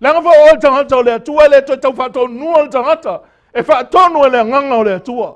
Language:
Samoan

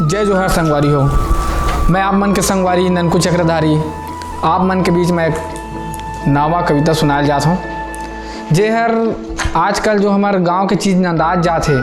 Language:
Chhattisgarhi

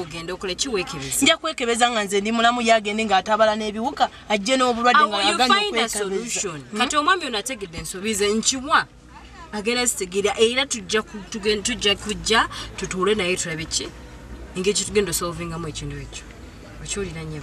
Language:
Ganda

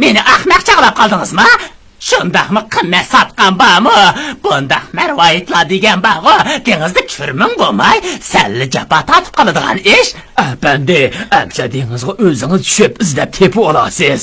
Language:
Uyghur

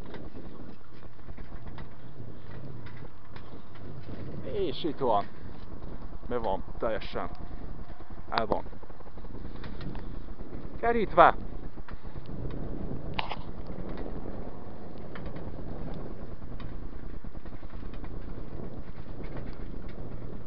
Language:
Hungarian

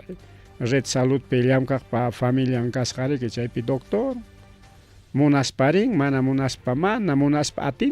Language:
Ayacucho Quechua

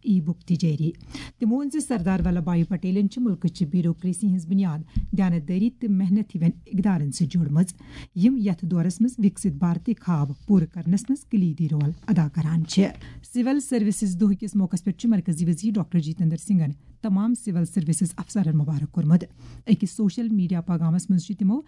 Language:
Kashmiri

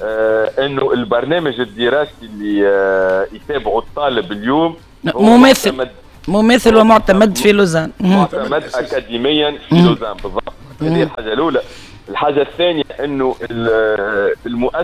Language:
Tunisian Arabic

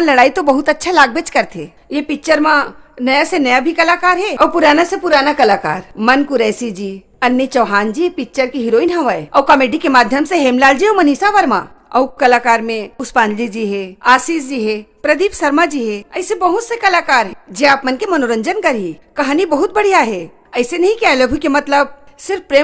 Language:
Chhattisgarhi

